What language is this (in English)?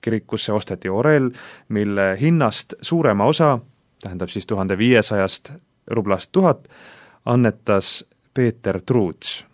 Estonian